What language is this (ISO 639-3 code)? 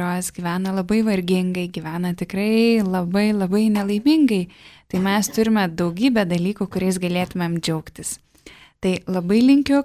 lit